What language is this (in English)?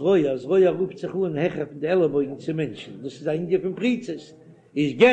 Yiddish